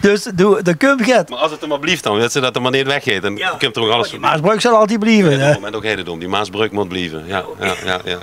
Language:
Limburgish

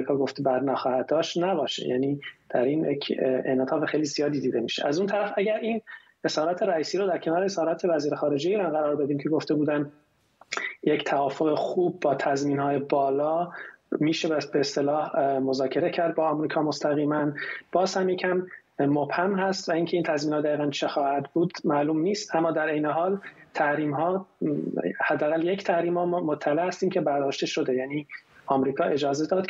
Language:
Persian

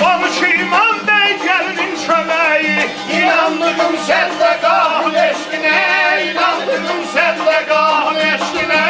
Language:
South Azerbaijani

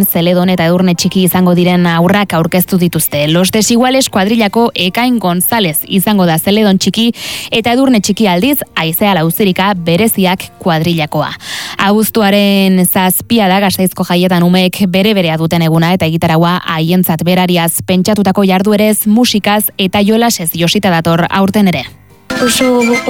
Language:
Basque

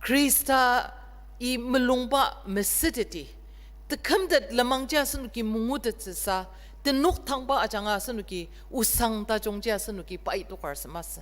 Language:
Ao Naga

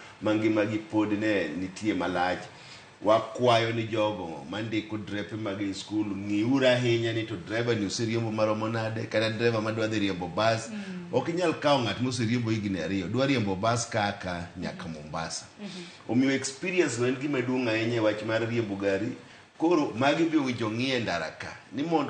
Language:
Luo (Kenya and Tanzania)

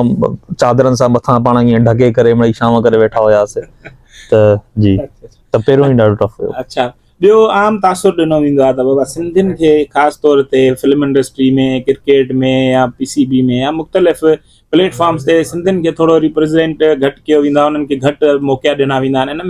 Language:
Sindhi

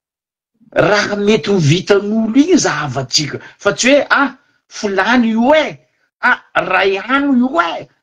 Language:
Malagasy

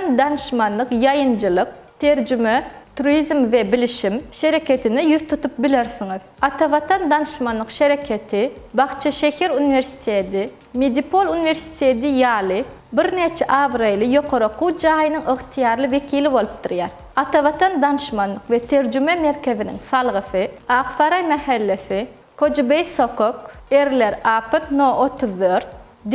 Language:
Turkmen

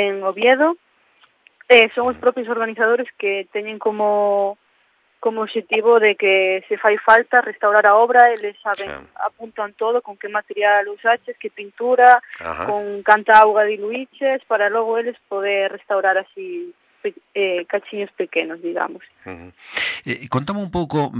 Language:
Galician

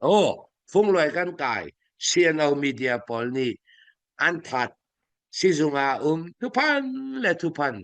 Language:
Falam Chin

